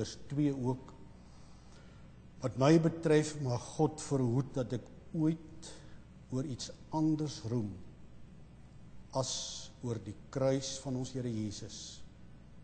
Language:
Afrikaans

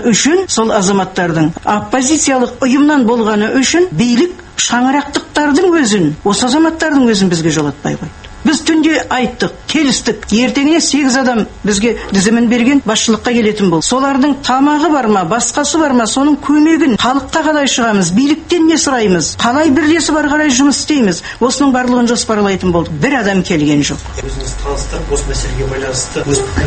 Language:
Kazakh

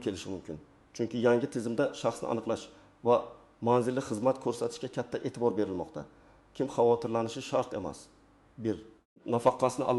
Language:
Uzbek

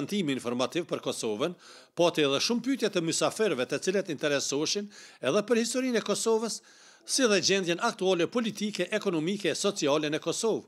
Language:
Albanian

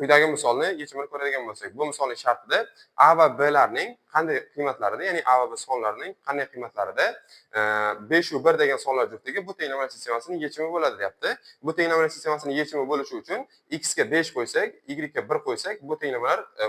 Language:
Uzbek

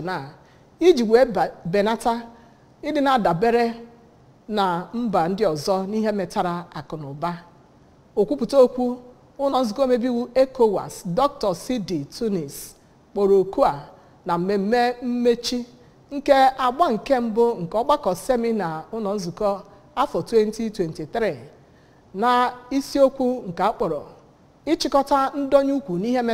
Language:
Igbo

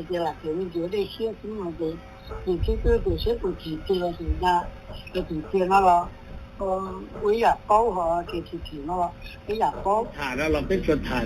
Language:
Hmong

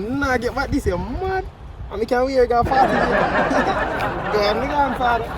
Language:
Jamaican Creole English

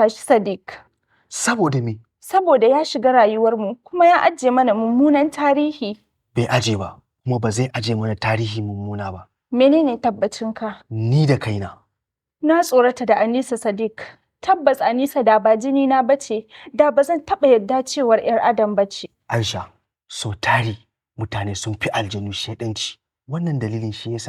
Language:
Hausa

